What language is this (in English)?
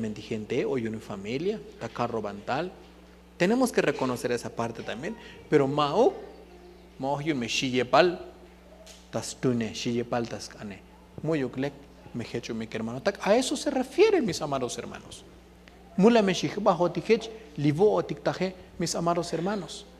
Tzotzil